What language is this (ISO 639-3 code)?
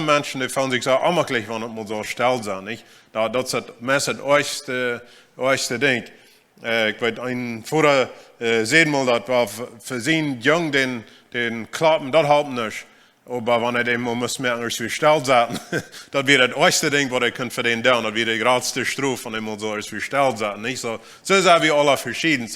pdt